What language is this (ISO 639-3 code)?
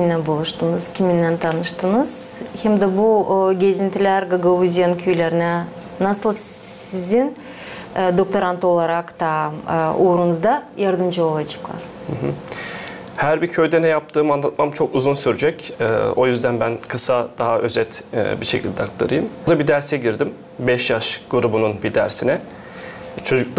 gag